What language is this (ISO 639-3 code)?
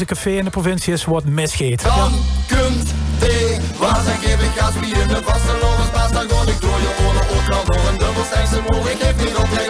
lim